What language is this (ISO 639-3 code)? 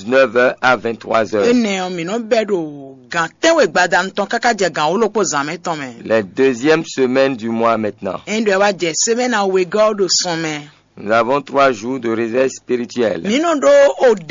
fon